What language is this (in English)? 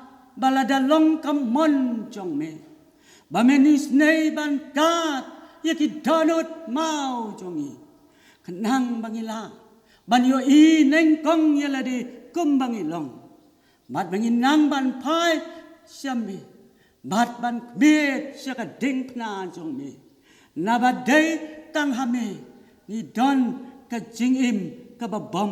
Khasi